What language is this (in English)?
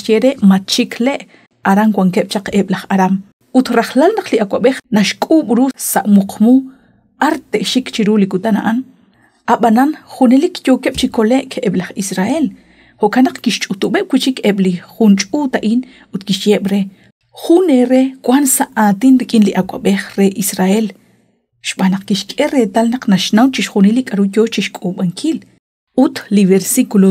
Kekchí